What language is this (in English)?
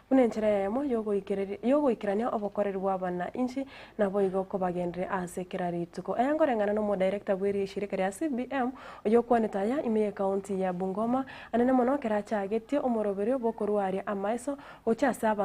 Gusii